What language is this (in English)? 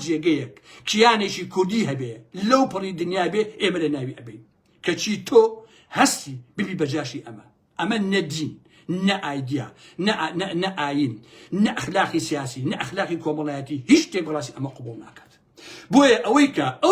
Central Kurdish